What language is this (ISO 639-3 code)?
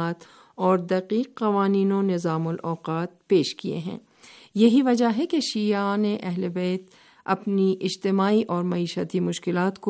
urd